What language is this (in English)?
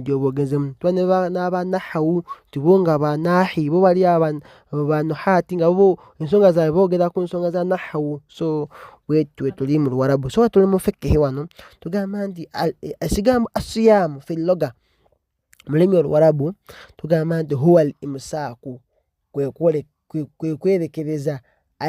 Ganda